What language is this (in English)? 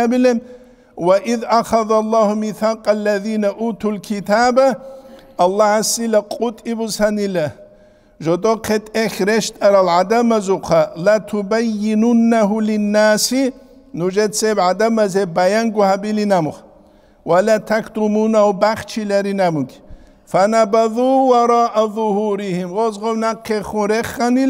Avaric